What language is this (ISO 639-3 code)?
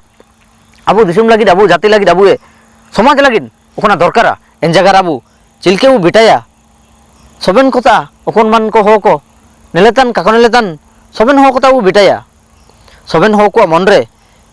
hoc